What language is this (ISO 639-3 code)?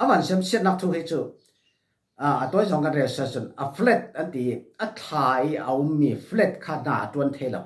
cfm